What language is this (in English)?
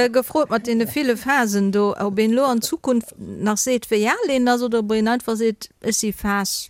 Luxembourgish